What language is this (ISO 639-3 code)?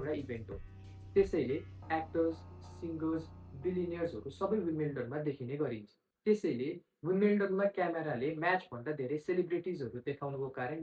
nep